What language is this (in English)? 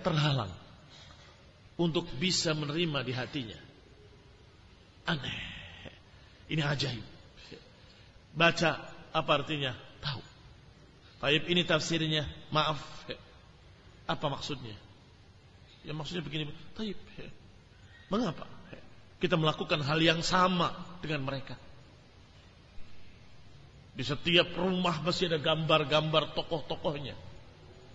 Indonesian